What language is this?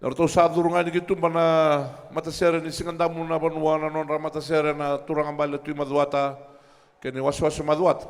Fijian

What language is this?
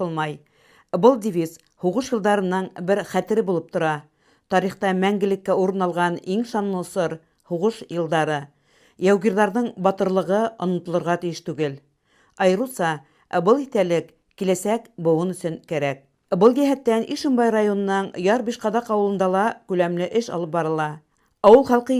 Bashkir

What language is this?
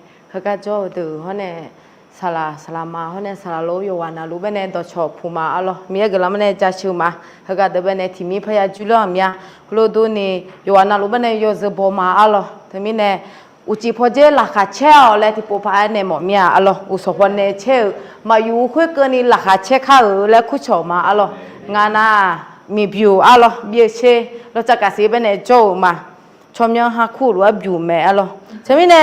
Akha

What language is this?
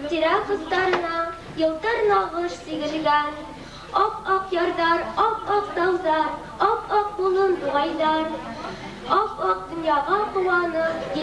Bashkir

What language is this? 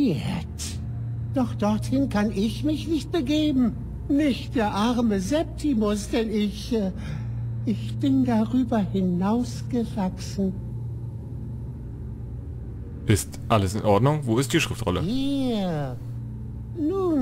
German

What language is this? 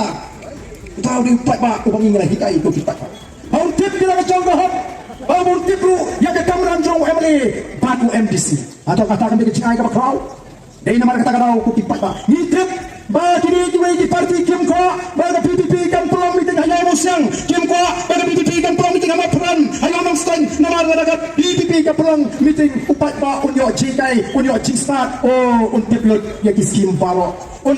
Khasi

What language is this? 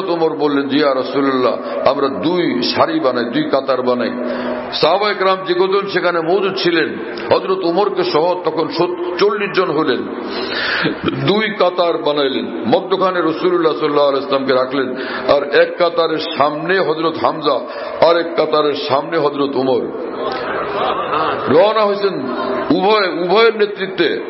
Bangla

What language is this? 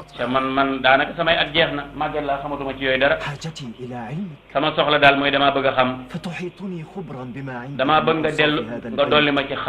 Wolof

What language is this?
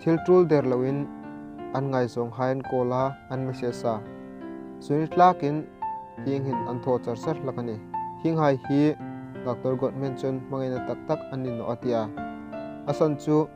Hmar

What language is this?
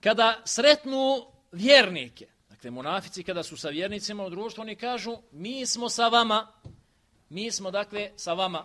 Bosnian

